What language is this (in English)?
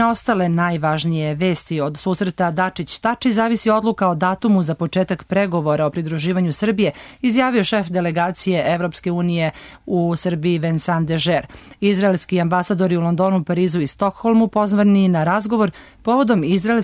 Serbian